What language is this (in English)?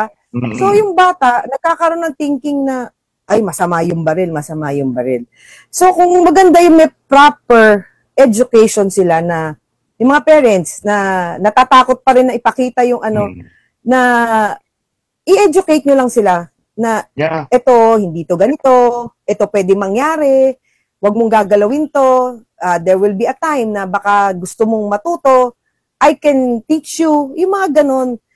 Filipino